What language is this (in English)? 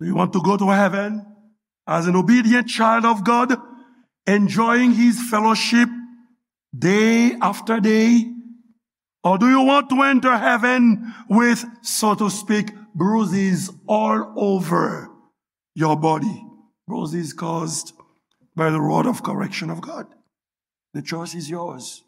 Haitian Creole